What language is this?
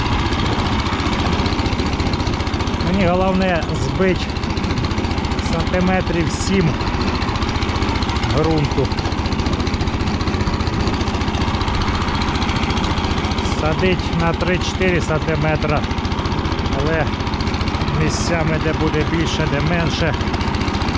Ukrainian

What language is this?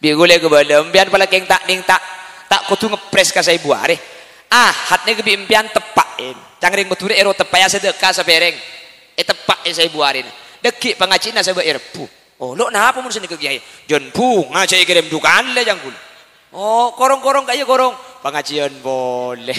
Madurese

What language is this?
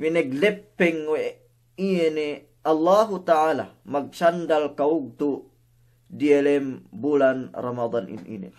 Yakan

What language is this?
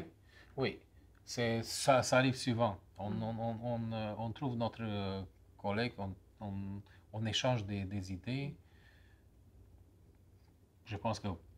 French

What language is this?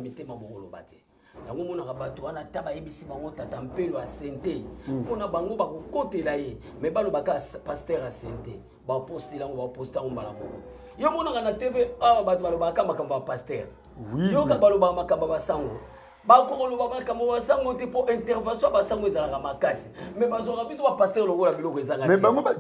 Lingala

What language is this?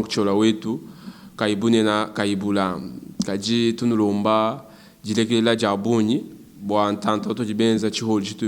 Luba-Lulua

